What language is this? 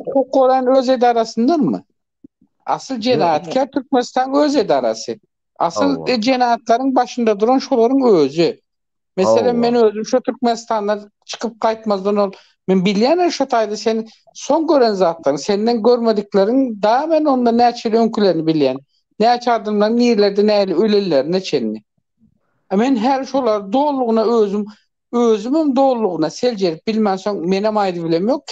Turkmen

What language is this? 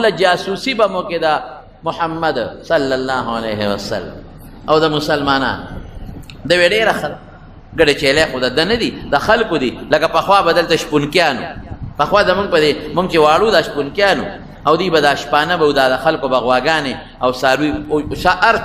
Pashto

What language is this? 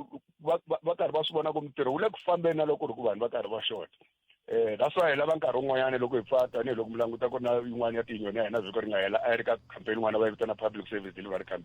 Tsonga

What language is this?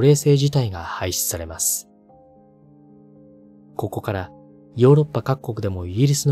Japanese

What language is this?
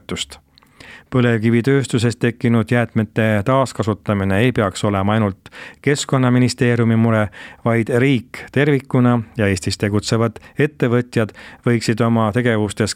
Estonian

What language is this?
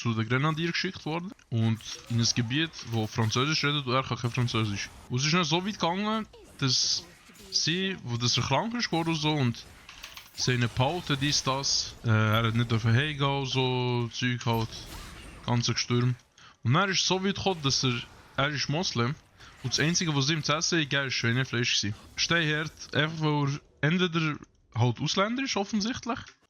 Swiss German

